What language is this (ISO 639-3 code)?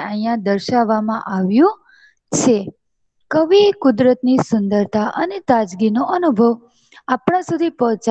guj